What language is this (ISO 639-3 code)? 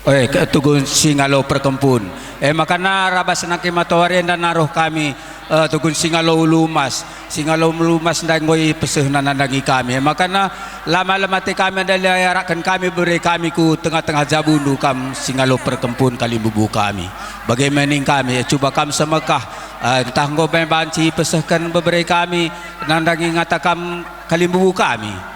btx